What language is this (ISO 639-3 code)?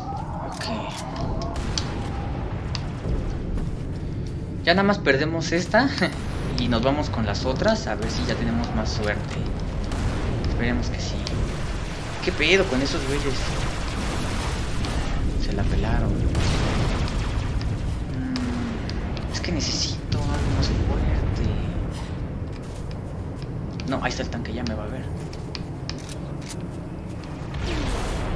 spa